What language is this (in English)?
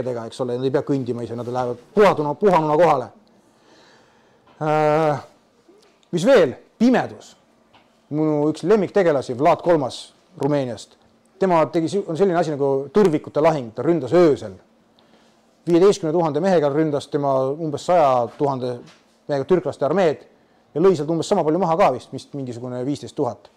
Estonian